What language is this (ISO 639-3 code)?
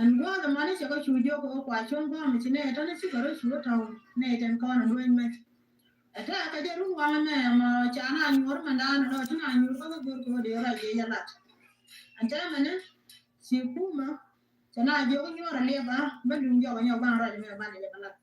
nus